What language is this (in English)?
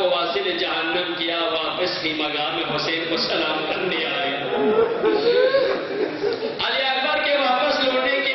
Urdu